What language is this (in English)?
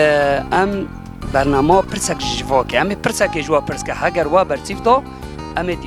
Kurdish